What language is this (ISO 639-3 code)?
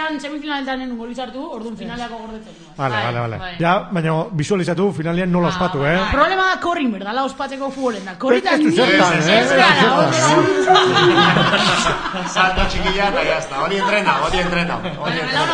eus